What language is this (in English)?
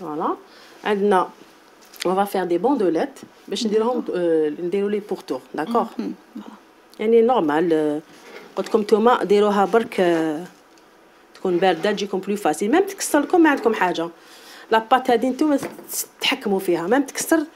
Algerian Arabic